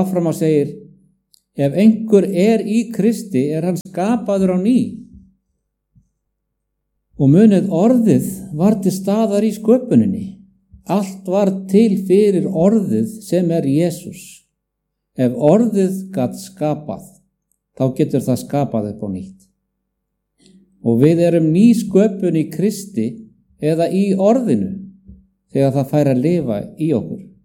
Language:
Icelandic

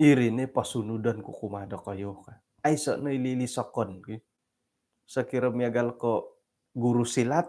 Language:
Central Dusun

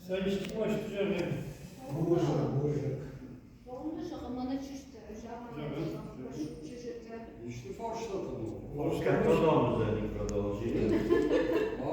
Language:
Ossetic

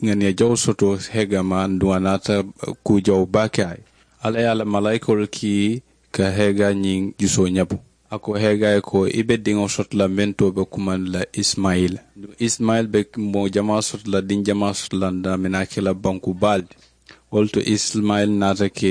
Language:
Mandingo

